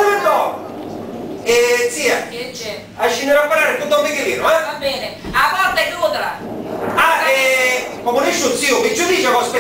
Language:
Sicilian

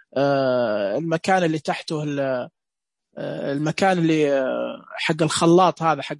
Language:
Najdi Arabic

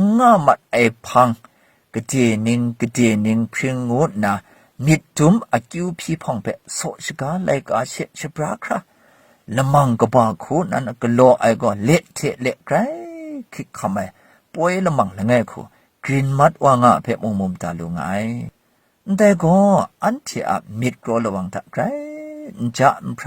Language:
Kachin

